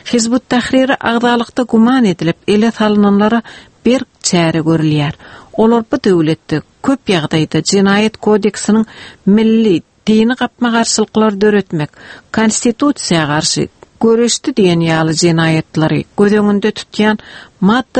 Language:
Turkmen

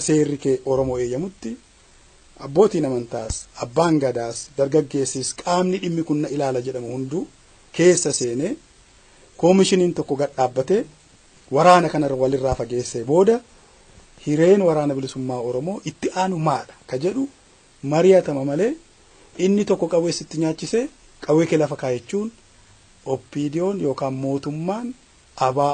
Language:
Oromo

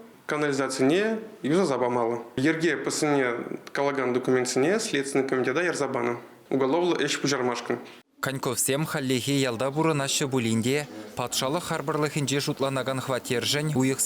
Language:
Chuvash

